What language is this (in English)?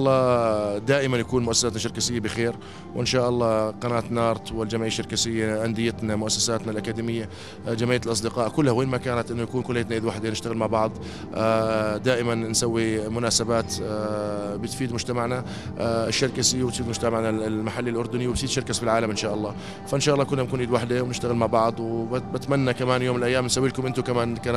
North Levantine Arabic